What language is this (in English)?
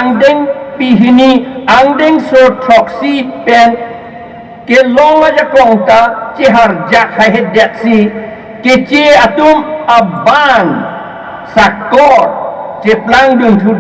Karbi